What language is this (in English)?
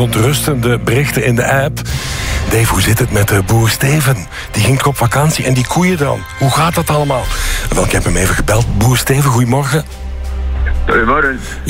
Dutch